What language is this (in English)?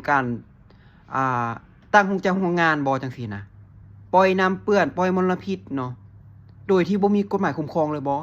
Lao